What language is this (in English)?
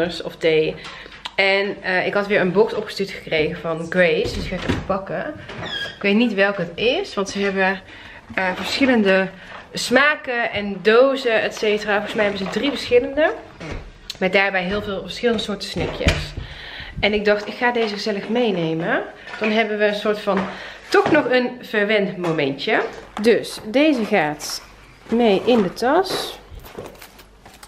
Dutch